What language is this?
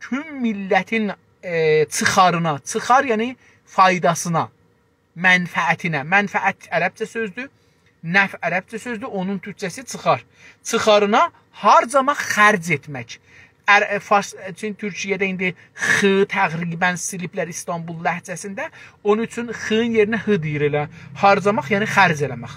South Azerbaijani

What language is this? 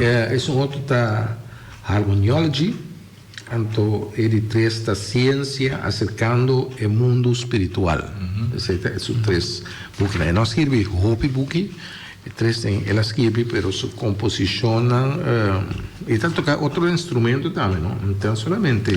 Papiamento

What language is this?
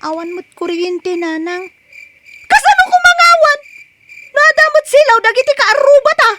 Iloko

